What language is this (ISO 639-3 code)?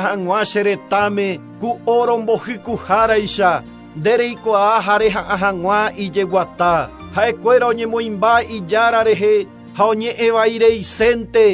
grn